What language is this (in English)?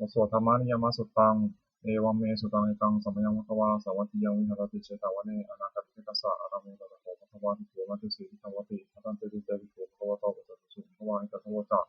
Pali